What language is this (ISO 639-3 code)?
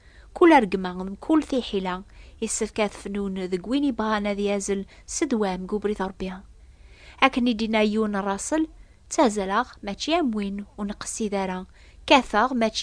kab